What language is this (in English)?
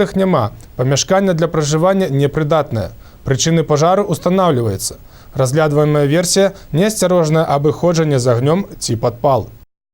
Belarusian